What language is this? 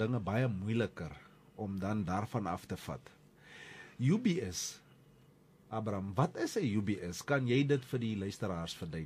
Afrikaans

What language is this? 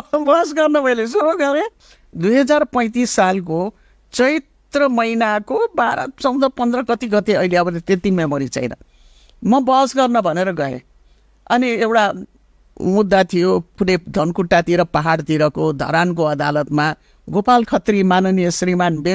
Nepali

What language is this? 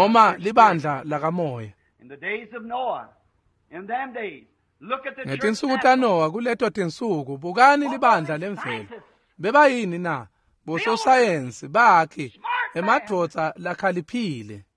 Swati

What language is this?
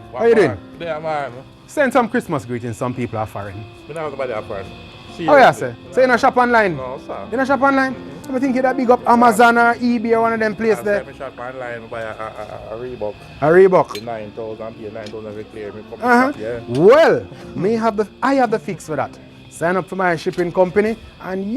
Jamaican Creole English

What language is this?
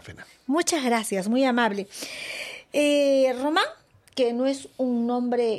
Spanish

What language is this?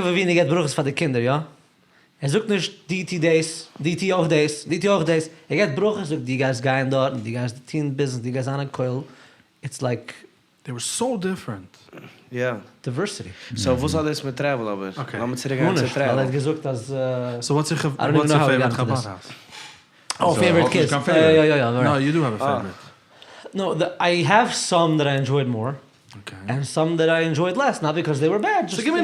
Yiddish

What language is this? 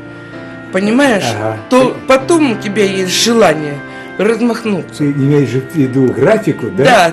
Russian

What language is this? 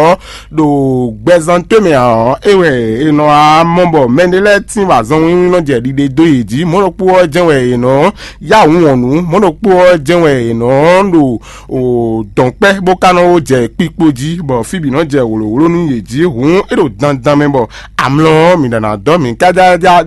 Fon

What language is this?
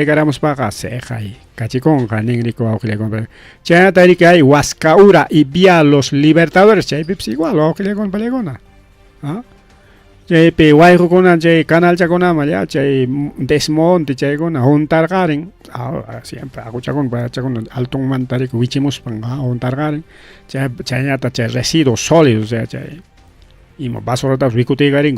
Ayacucho Quechua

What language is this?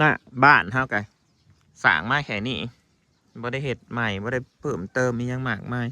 Northeastern Thai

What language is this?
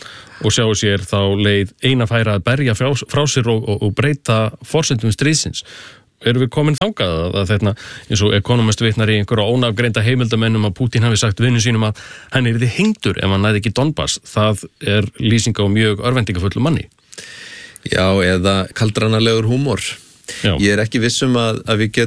Icelandic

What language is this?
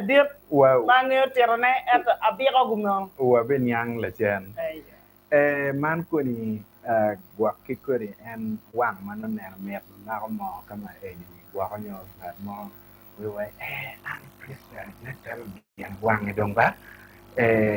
Acoli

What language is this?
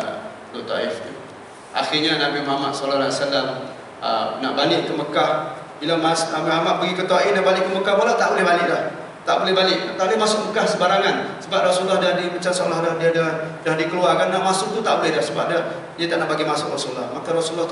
Malay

